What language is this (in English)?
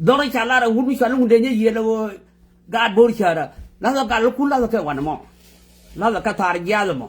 Nuer